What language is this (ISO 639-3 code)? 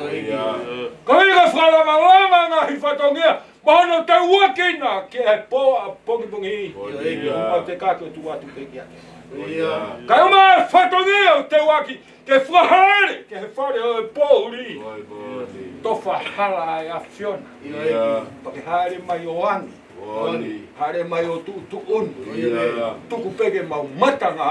ton